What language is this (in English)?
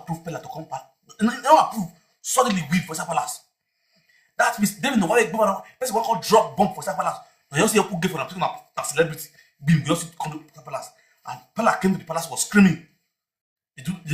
Nigerian Pidgin